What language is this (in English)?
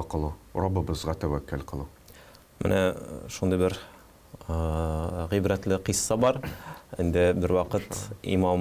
Tatar